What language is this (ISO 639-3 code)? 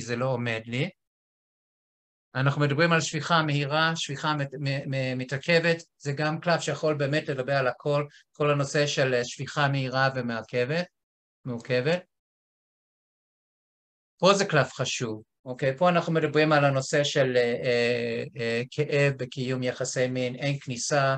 heb